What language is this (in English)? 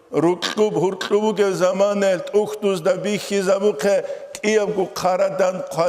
Avaric